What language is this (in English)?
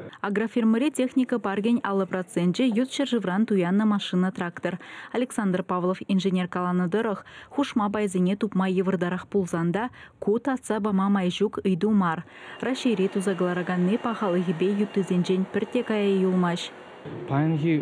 Chuvash